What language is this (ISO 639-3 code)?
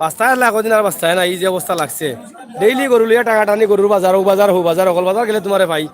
syl